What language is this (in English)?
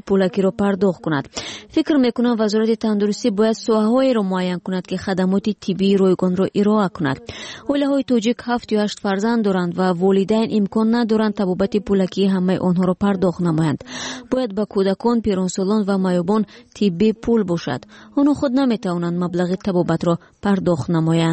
Tajik